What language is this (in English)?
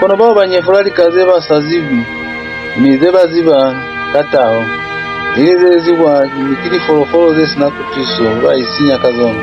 Lozi